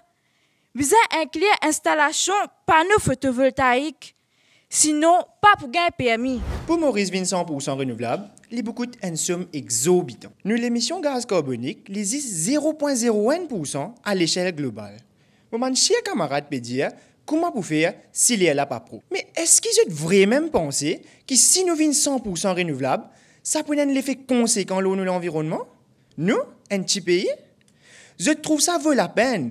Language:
Morisyen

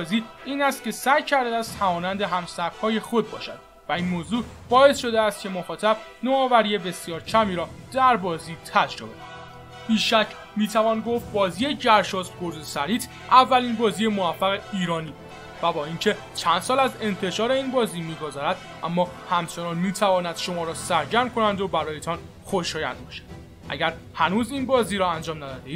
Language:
Persian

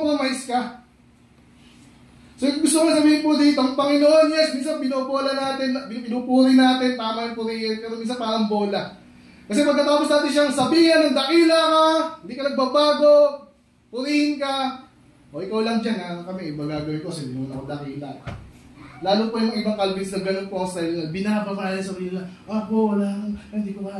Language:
Filipino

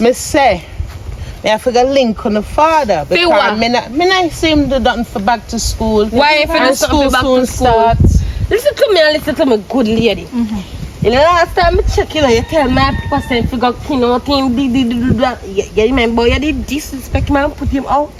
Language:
Jamaican Creole English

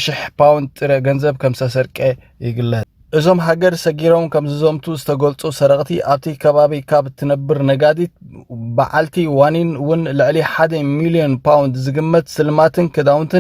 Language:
Tigrinya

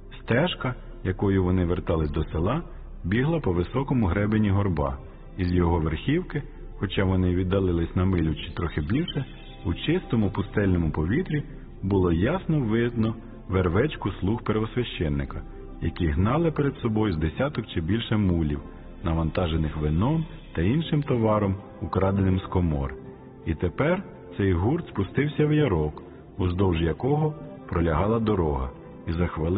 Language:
Ukrainian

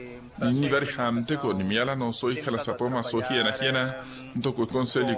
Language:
Makhuwa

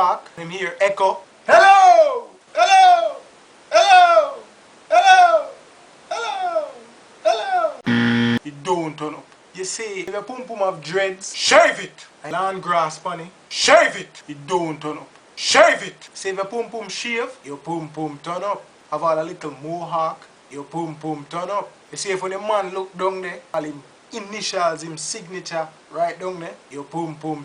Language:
Jamaican Creole English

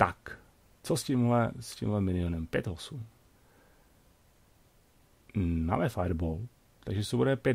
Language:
Czech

